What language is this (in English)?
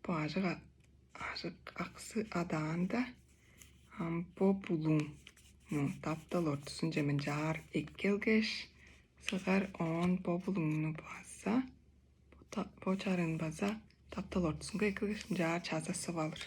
Tuvinian